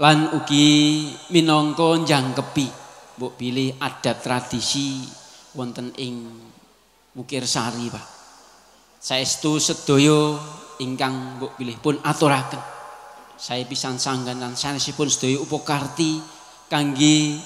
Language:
Javanese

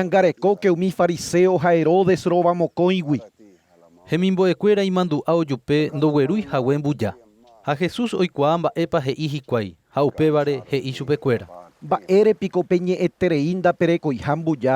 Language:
Guarani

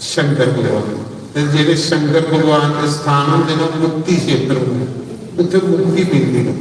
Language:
Dogri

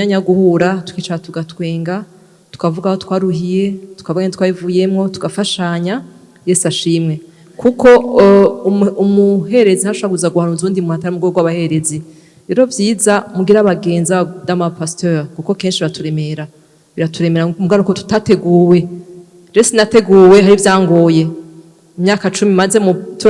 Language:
Rundi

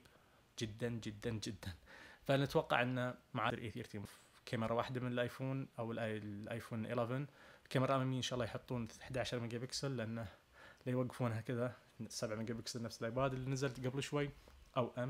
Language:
Najdi Arabic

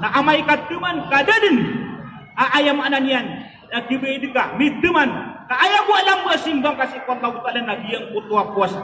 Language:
Maranao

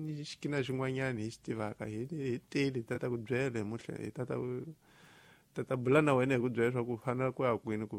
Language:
Tsonga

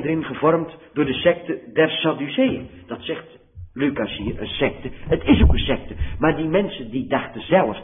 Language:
Dutch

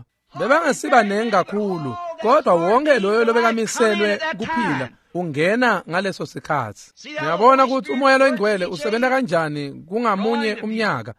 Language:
Swati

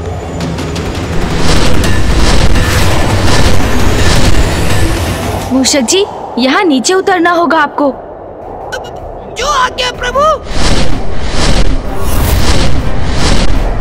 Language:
Hindi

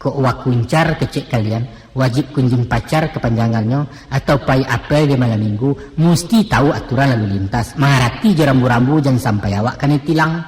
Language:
Minangkabau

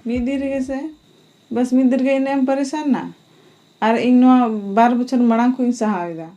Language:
Santali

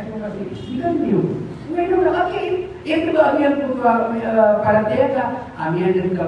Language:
Maranao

